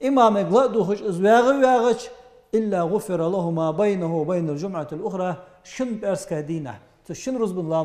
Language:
Ingush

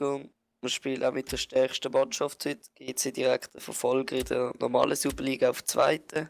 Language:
Swiss German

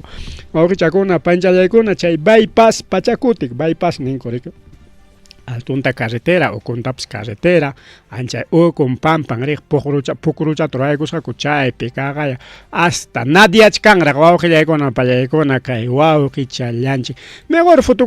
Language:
Ayacucho Quechua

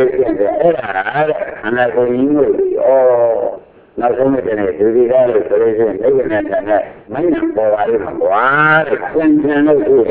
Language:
Burmese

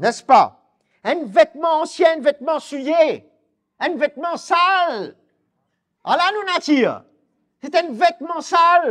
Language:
Morisyen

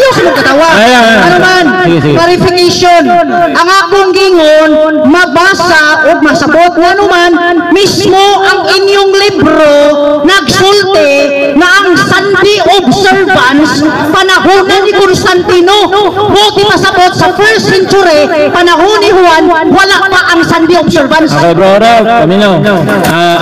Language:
Cebuano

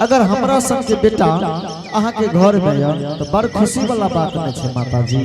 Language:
Angika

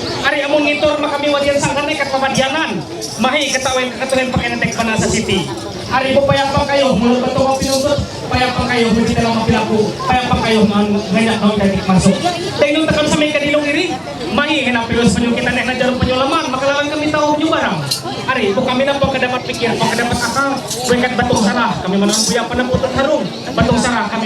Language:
Ma'anyan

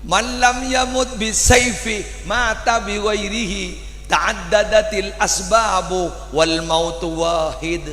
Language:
Madurese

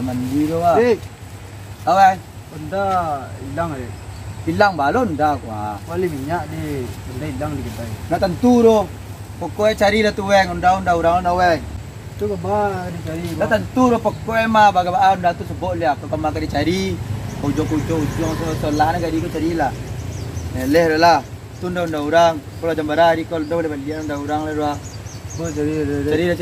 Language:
Minangkabau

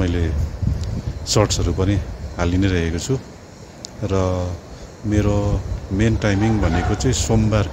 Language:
Nepali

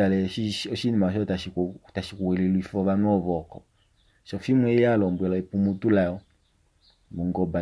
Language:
Kuanyama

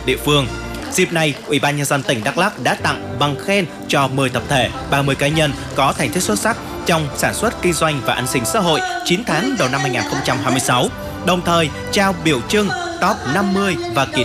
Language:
Vietnamese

